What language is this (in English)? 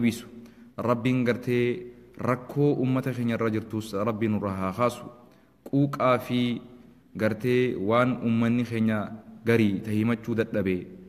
Oromo